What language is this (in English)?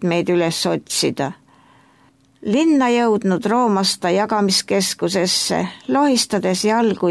Estonian